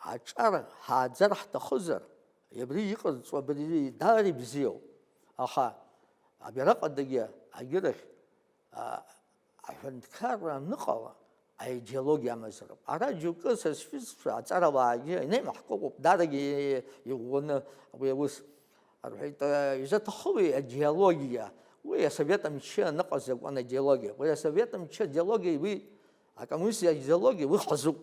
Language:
Abkhazian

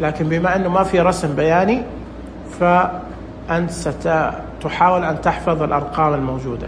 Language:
Najdi Arabic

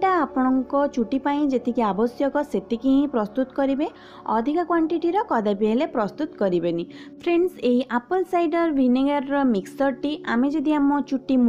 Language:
Odia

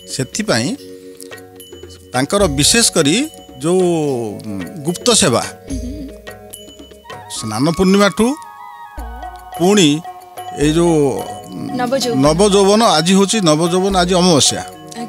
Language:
Odia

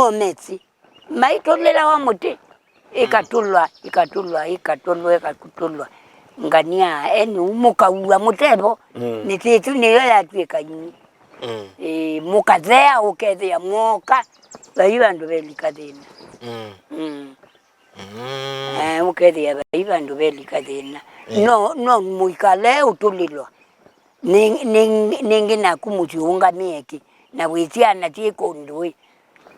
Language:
Kamba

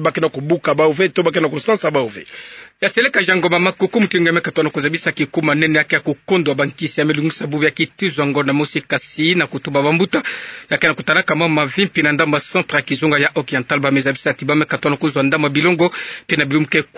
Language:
Kituba (Democratic Republic of Congo)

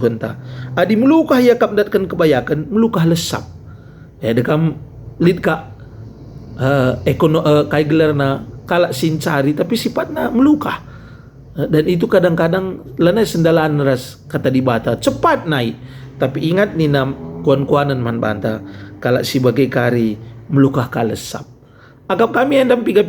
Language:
Batak Karo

